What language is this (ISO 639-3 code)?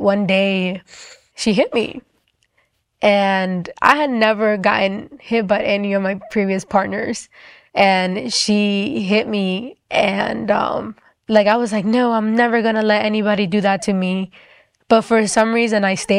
eng